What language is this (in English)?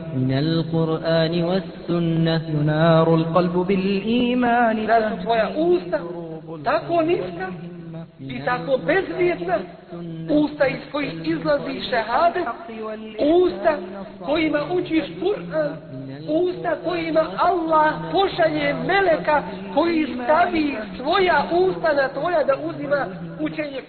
Bosnian